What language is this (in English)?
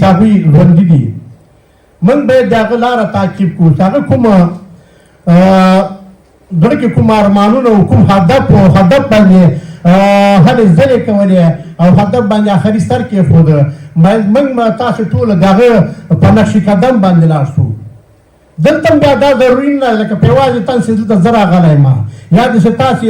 Pashto